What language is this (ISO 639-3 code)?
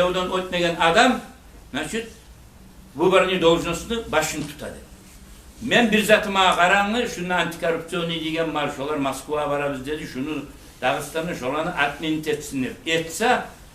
kum